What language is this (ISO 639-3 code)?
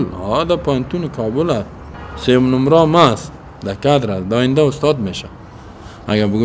fas